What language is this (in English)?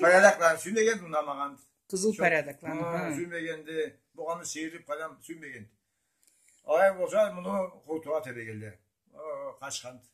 Karachay-Balkar